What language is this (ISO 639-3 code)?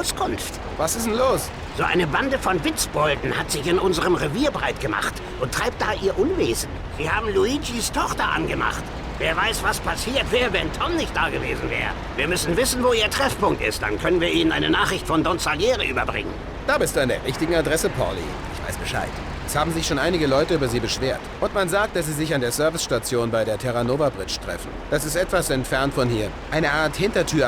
bar